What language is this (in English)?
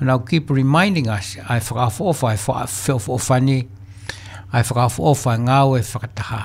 Tongan